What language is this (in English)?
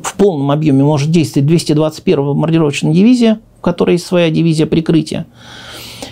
Russian